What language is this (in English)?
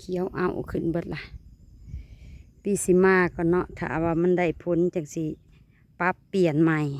Lao